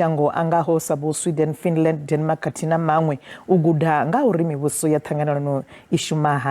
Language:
Venda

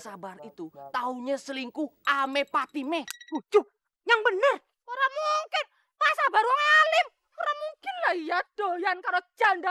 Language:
Betawi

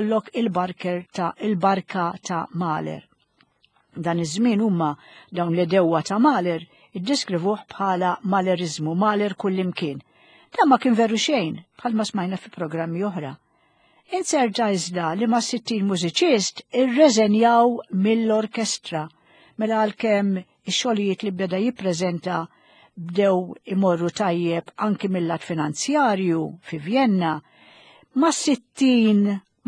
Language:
Maltese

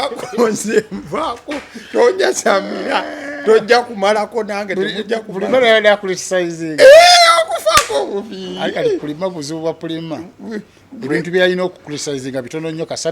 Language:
Ganda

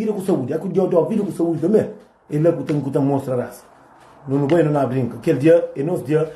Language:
Kabuverdianu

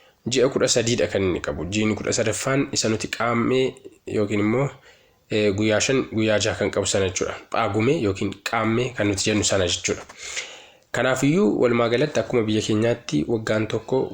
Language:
Oromo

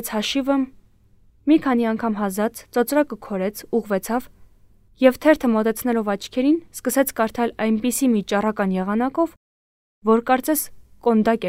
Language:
Armenian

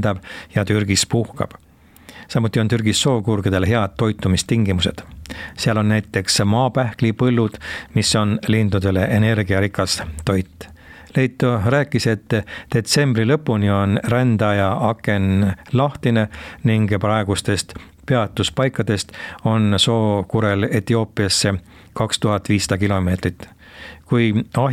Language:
Estonian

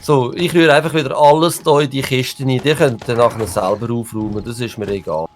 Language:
Swiss German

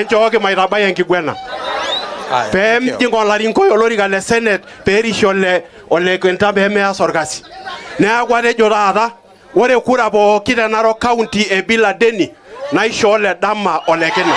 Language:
Masai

